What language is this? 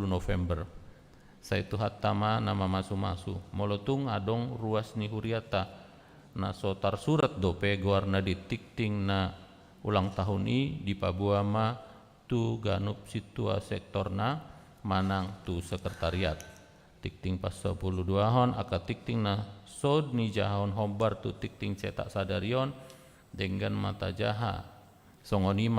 Batak Toba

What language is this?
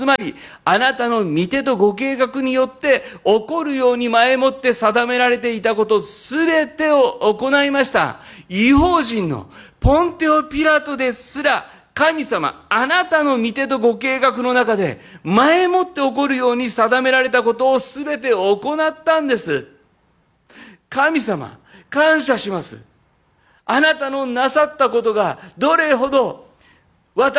Japanese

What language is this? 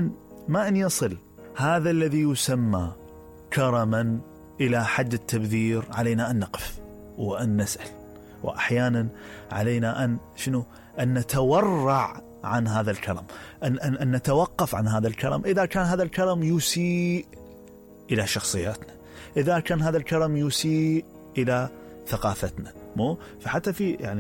Mesopotamian Arabic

